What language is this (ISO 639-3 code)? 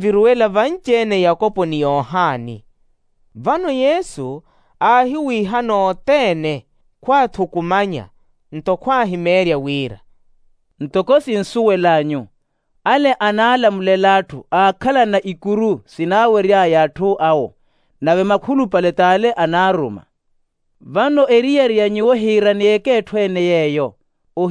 vmw